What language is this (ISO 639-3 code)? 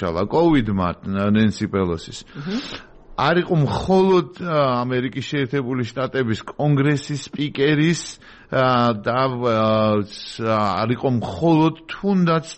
kat